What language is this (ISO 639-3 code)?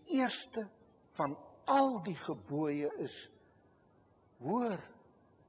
afr